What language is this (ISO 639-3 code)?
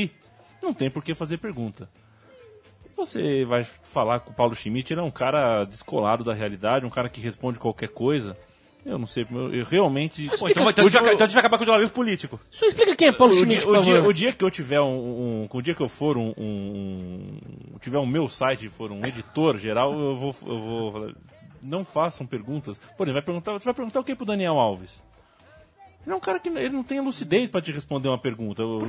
por